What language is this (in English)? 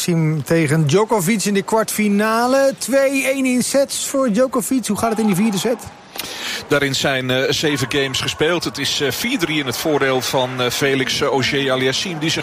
Dutch